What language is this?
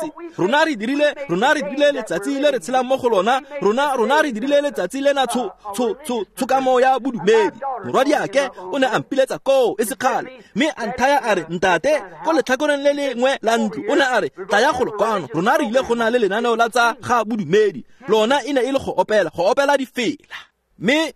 Tswana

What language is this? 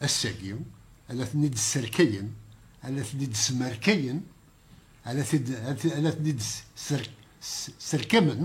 Kabyle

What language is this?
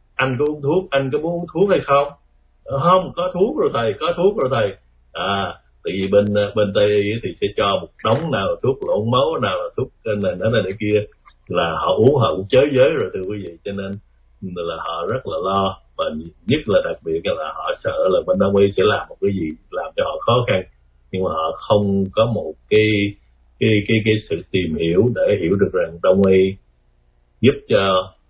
Vietnamese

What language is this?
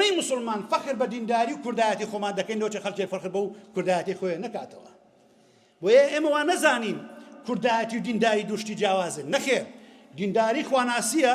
Central Kurdish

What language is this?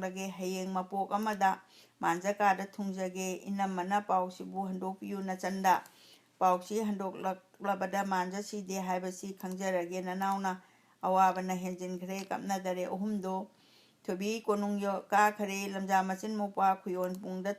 Manipuri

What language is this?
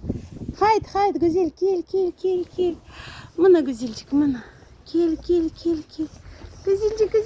Crimean Tatar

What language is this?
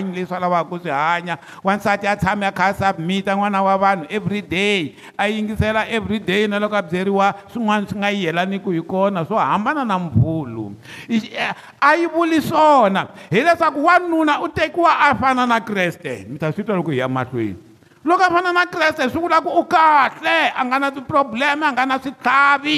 Tsonga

